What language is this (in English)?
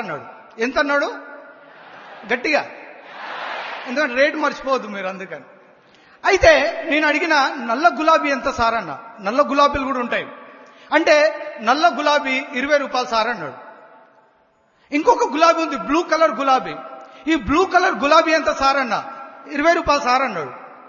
Telugu